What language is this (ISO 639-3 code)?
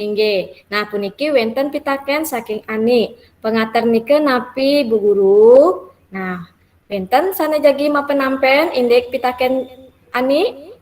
ban